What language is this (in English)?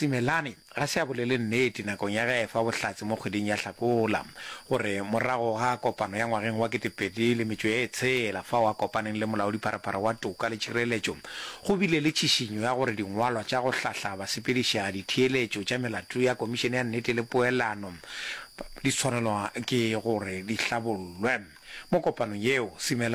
Northern Sotho